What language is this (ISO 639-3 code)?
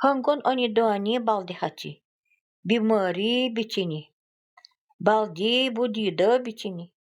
gld